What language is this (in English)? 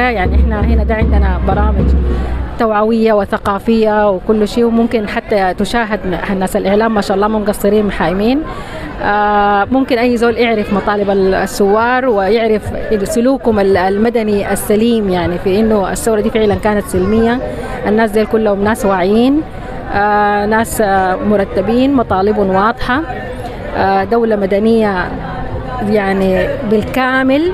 Sudanese Arabic